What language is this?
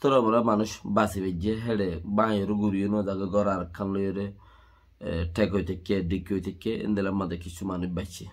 Rohingya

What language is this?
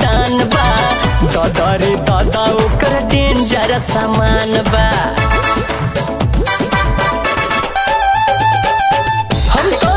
Bhojpuri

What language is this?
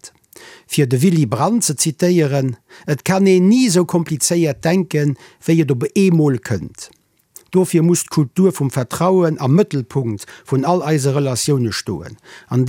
Luxembourgish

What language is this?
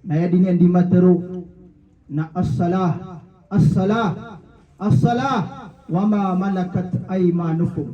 Maranao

